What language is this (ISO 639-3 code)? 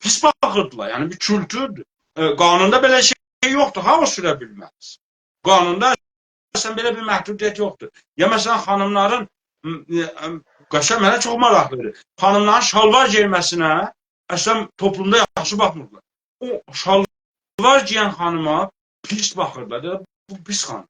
azb